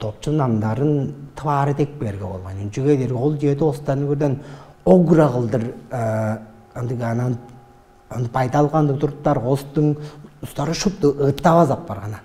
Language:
Tuvinian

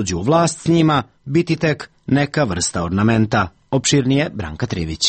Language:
Serbian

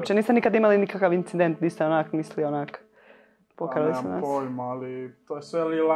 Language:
Croatian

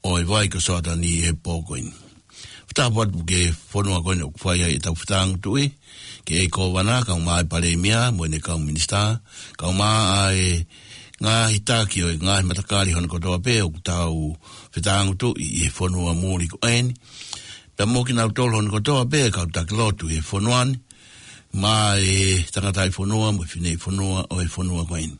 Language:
Tongan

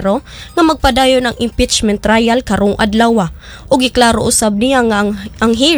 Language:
Cebuano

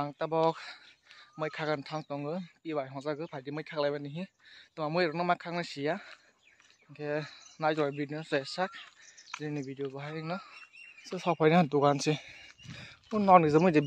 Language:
Kok Borok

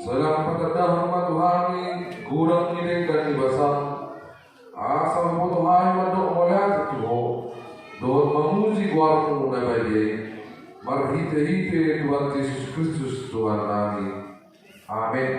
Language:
Batak Toba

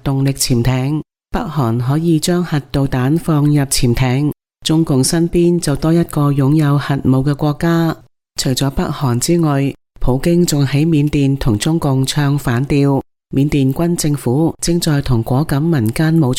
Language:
Cantonese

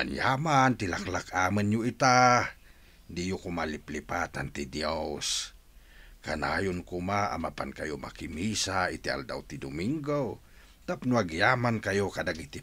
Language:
Iloko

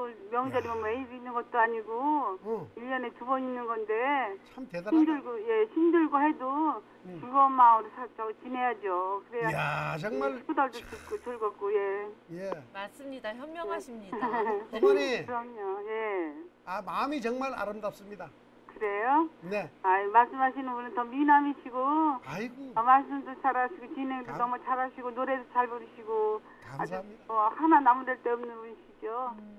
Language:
Korean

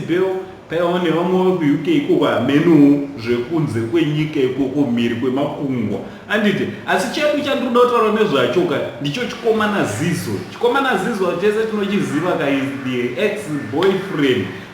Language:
Shona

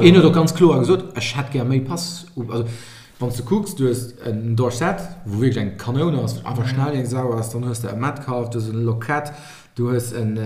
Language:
Luxembourgish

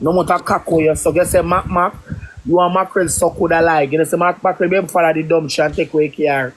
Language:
Jamaican Creole English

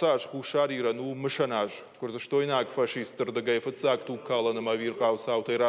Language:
Ossetic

